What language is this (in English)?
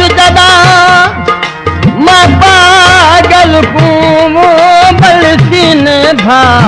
Saraiki